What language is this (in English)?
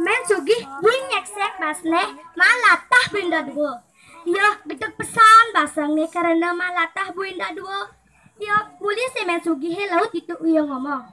Balinese